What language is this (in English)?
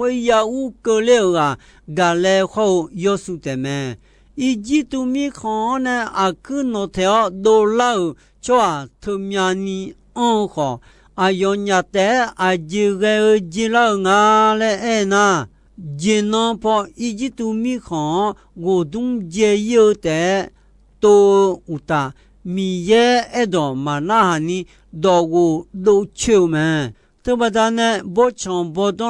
Akha